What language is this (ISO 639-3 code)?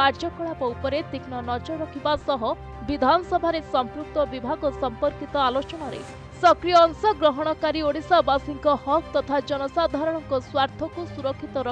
ori